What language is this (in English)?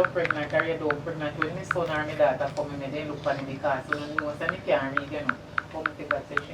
Jamaican Creole English